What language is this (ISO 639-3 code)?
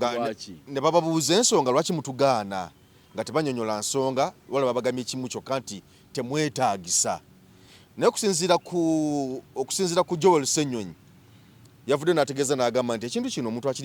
lug